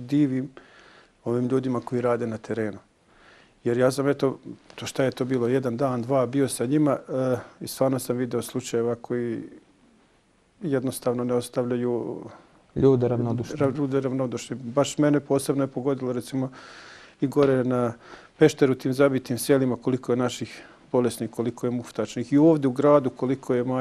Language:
Bosnian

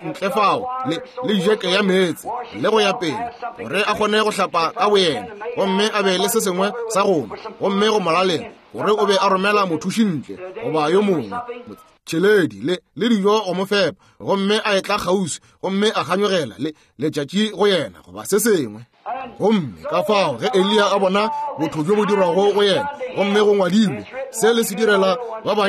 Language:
Northern Sotho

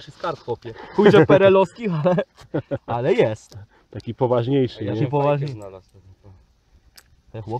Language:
Polish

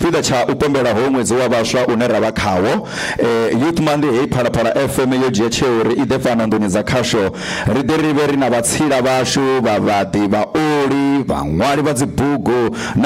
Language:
Venda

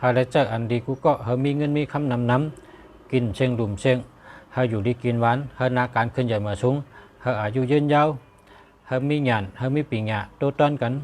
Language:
Shan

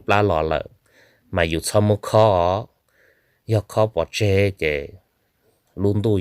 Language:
Hmong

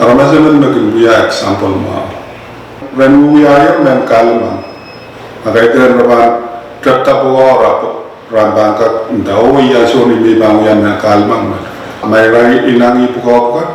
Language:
Pohnpeian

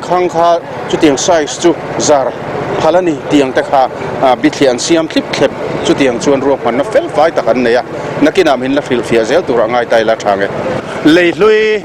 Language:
Mizo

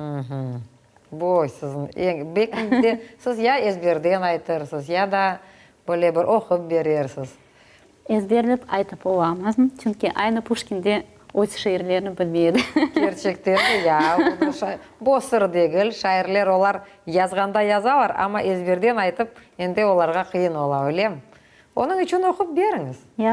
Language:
Crimean Tatar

